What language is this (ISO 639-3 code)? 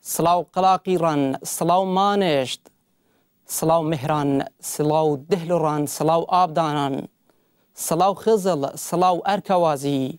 kur